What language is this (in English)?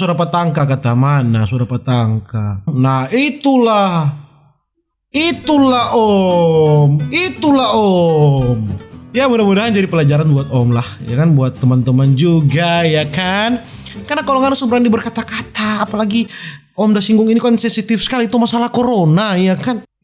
Manado Malay